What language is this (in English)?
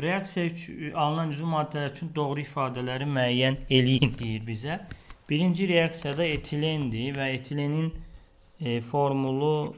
Azerbaijani